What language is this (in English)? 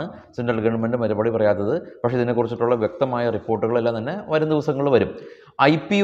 Malayalam